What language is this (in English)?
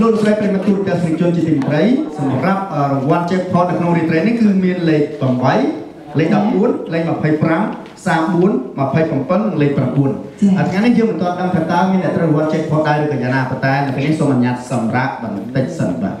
Khmer